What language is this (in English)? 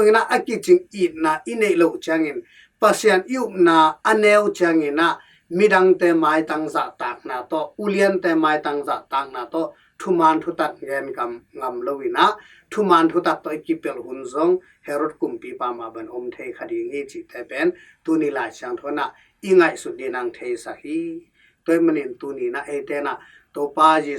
Tedim Chin